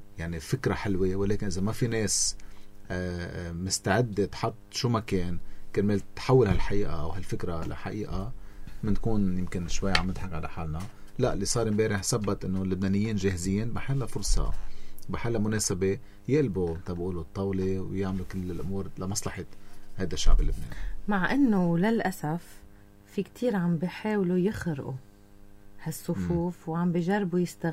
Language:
North Levantine Arabic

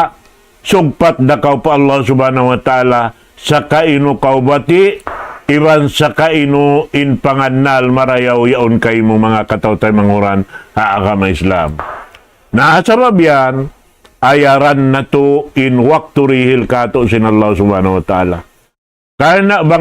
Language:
Tausug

